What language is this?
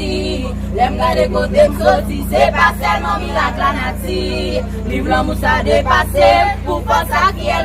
Haitian Creole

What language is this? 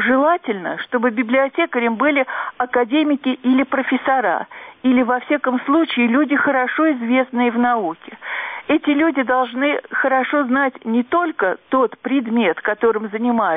Russian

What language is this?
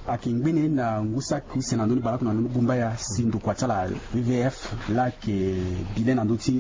Sango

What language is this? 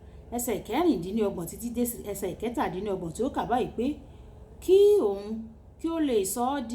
Yoruba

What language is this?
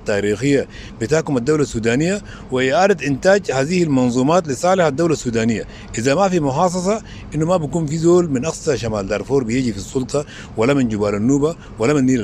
Sudanese Arabic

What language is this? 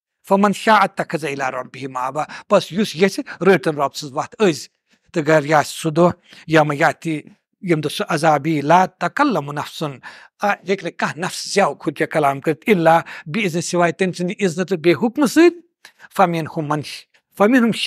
Kashmiri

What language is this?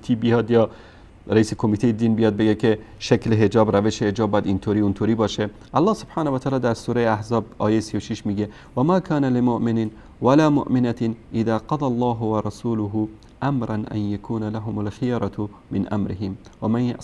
Persian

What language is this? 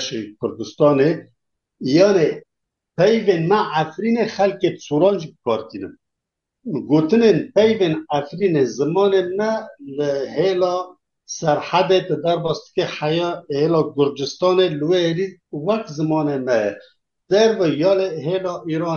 Kurdish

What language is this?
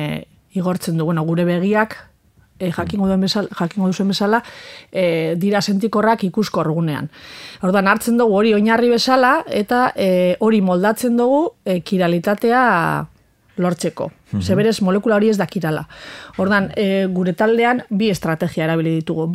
Basque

